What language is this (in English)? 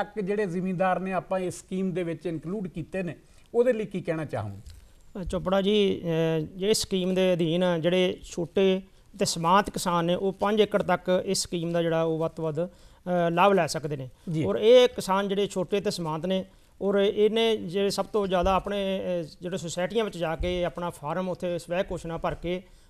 Punjabi